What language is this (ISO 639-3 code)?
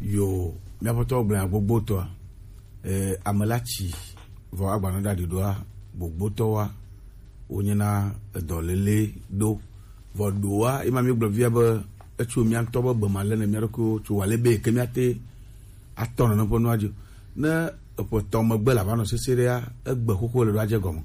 gej